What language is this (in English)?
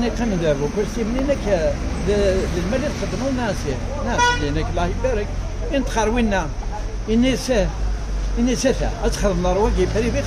Kabyle